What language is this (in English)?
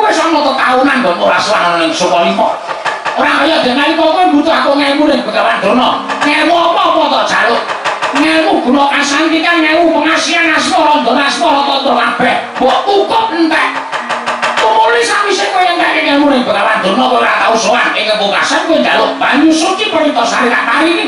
Javanese